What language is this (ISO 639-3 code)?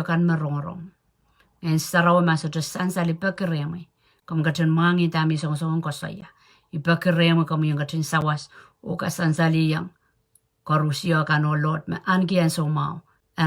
pon